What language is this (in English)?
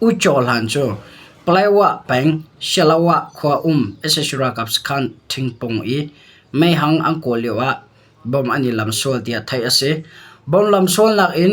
Hakha Chin